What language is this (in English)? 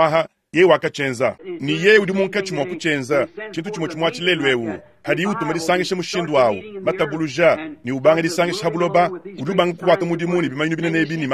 Luba-Lulua